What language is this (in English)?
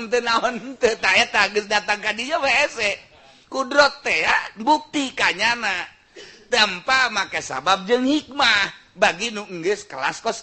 Sundanese